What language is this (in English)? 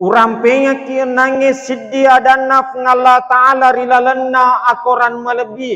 Buginese